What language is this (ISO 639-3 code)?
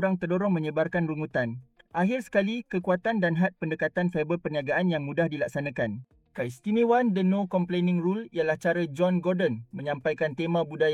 msa